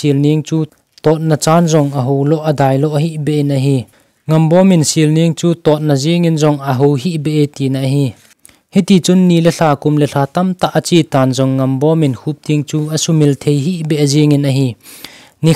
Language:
Thado Chin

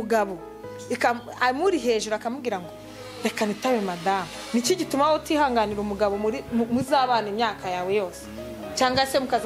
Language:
Kinyarwanda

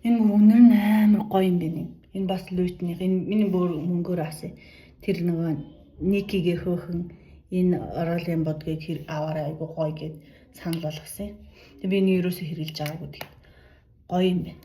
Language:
Mongolian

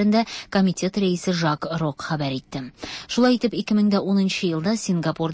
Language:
Tatar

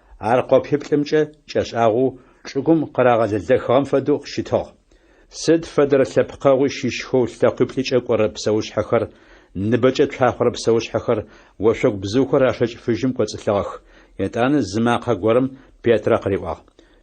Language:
Adyghe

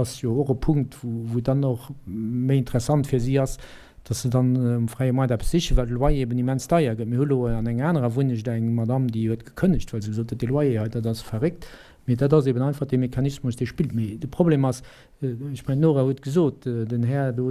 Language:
Luxembourgish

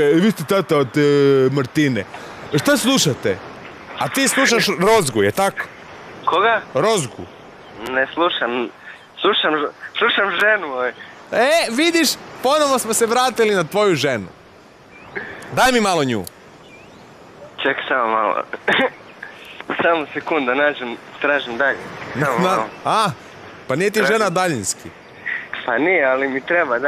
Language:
Croatian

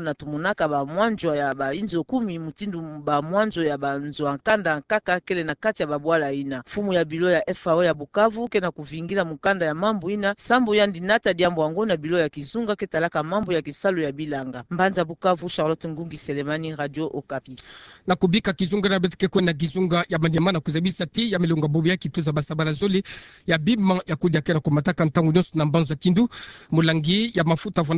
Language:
Kituba (Democratic Republic of Congo)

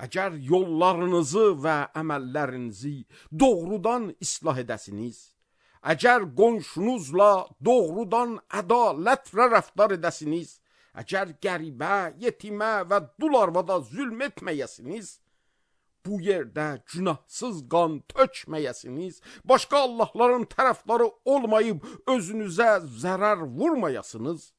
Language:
Azerbaijani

